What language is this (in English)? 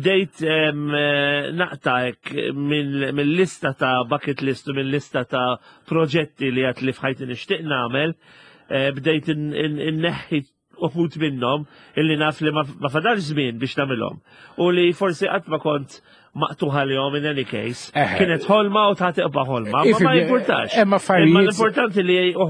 Maltese